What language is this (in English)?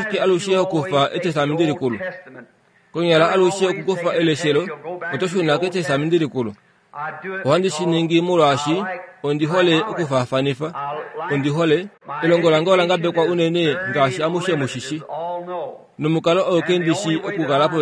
Kuanyama